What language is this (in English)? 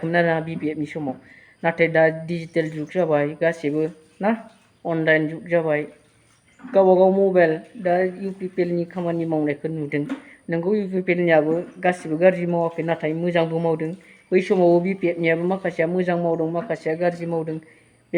Bodo